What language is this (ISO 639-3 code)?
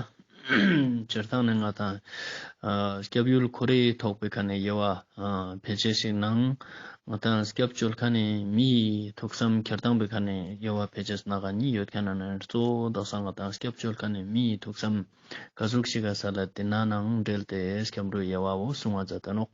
lbj